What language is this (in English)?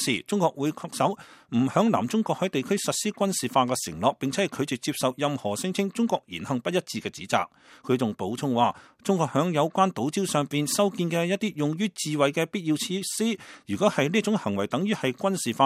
Cantonese